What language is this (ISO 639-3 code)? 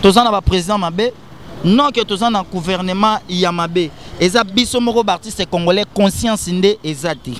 lin